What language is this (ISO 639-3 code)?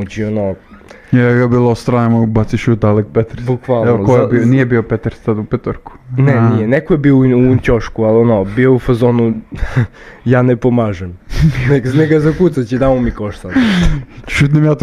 srp